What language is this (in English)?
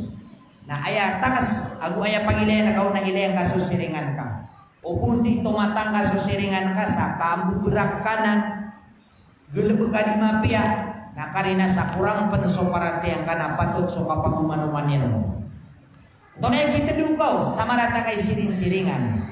Maranao